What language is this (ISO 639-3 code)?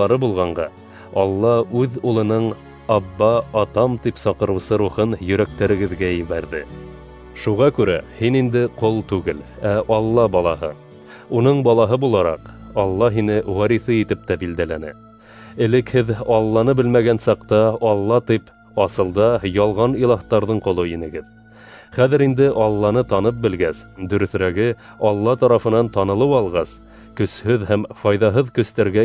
bak